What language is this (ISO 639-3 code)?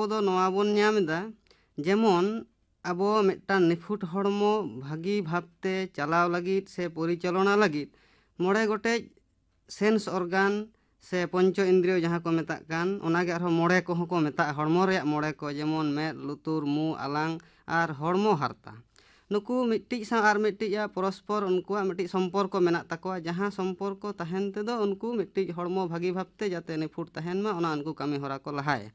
sat